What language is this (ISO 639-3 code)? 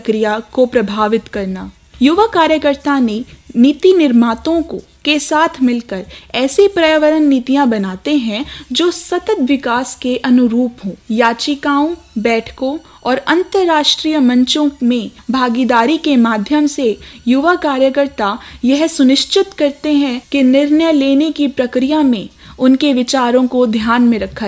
hin